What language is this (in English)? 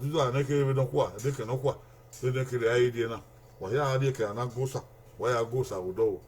Bini